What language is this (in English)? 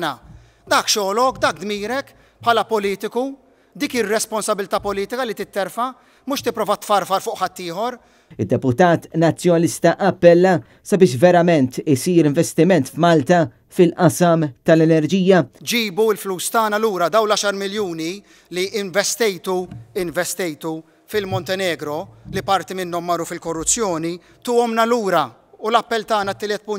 Maltese